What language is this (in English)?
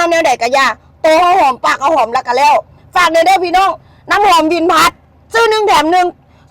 Northeastern Thai